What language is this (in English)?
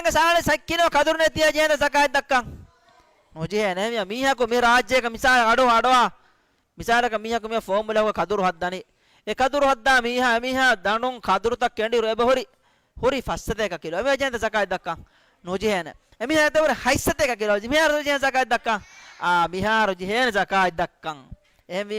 Divehi